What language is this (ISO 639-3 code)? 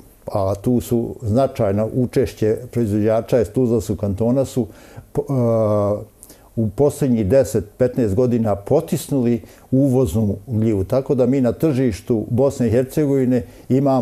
bos